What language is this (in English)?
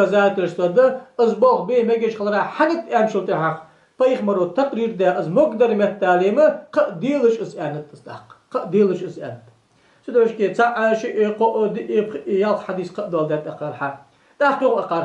Ingush